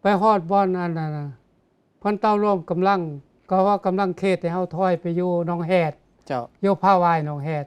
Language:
Lao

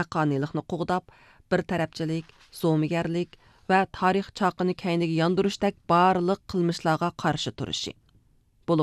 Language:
Uyghur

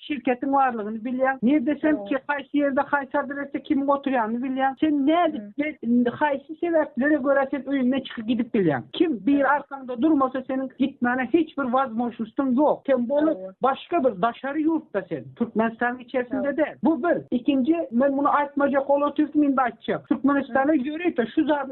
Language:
Turkmen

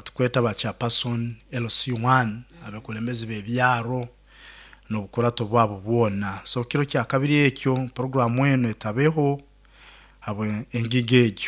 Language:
Nyoro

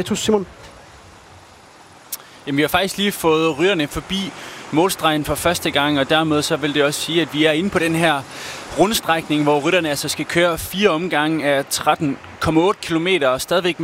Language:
Danish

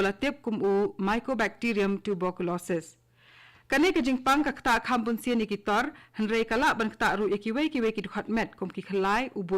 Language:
Khasi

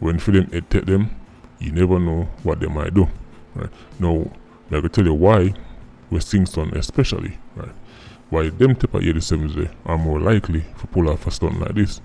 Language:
Jamaican Creole English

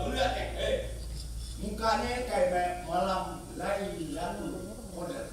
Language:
Betawi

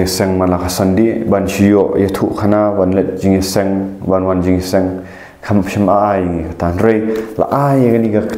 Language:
Khasi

